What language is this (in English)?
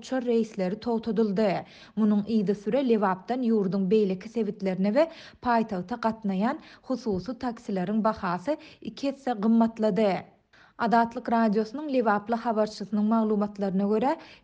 Turkmen